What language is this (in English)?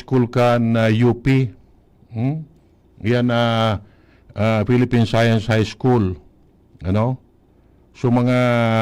Bikol